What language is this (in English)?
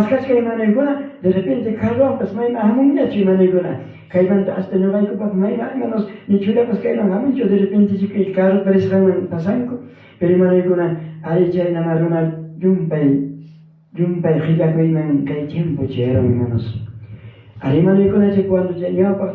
Ayacucho Quechua